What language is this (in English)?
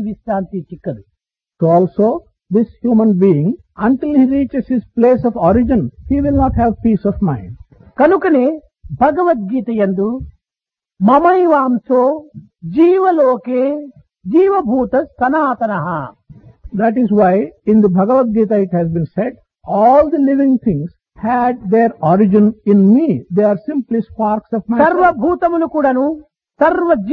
Telugu